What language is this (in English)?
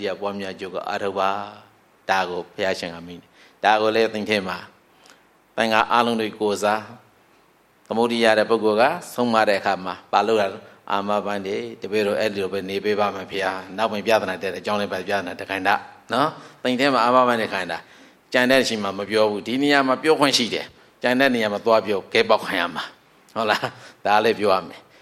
Burmese